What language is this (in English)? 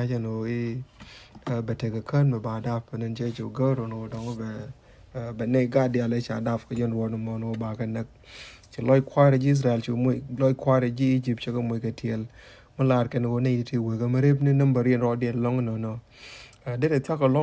Nuer